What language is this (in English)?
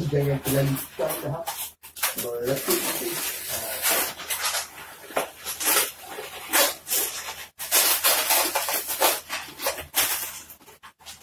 Malay